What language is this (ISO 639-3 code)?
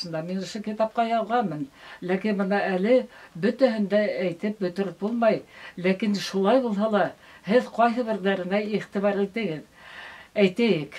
bak